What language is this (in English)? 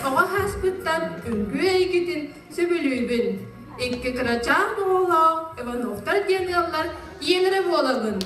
Yakut